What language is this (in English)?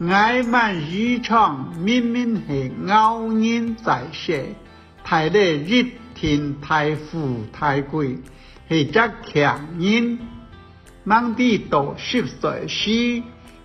Hakka Chinese